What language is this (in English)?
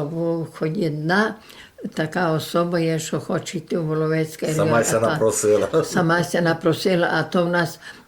Rusyn